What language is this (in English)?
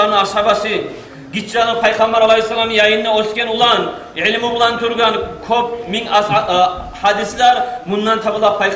Kumyk